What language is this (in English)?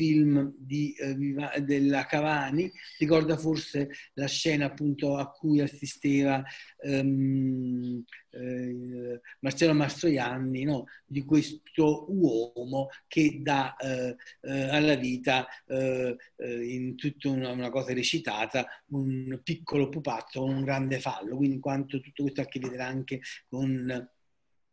Italian